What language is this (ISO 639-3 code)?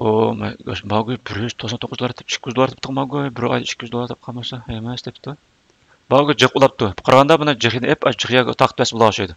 uig